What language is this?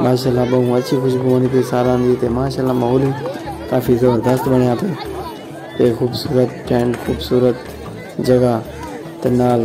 Saraiki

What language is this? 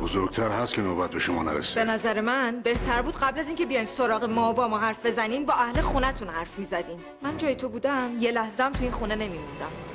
Persian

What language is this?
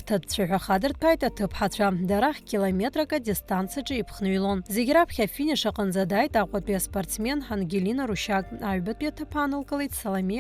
Abkhazian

